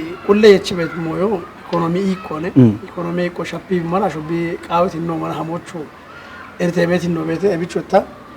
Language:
Kafa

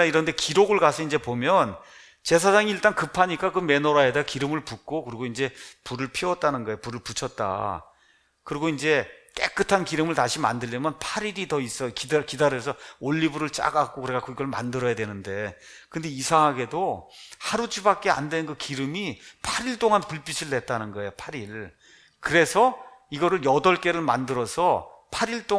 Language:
Korean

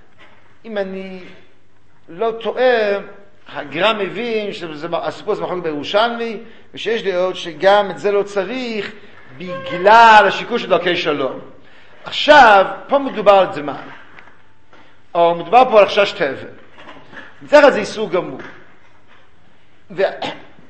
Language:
Hebrew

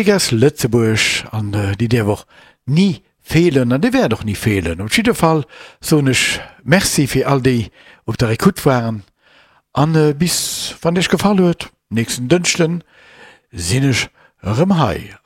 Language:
Luxembourgish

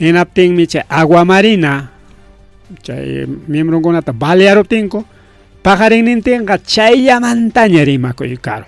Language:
Ayacucho Quechua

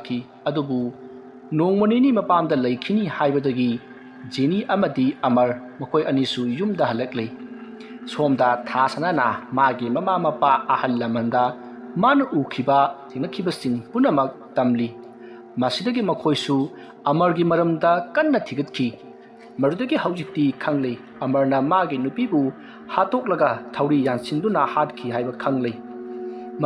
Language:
Manipuri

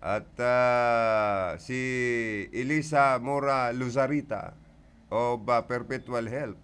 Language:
Bikol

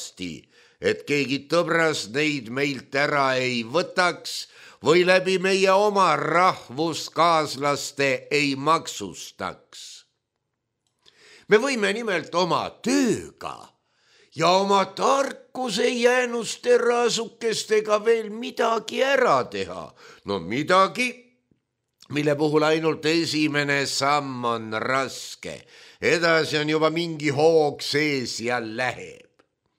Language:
Estonian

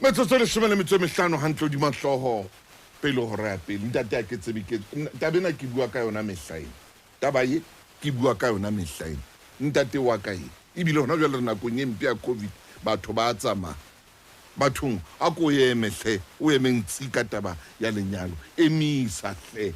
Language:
Southern Sotho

